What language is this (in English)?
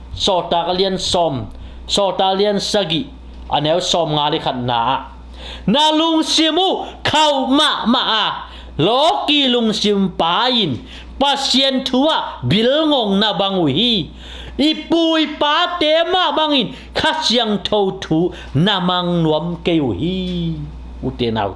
Tedim Chin